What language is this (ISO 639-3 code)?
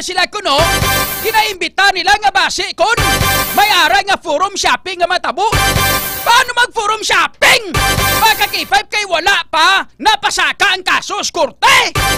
hil